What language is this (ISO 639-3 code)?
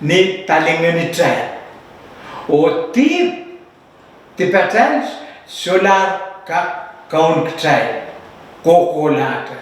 pon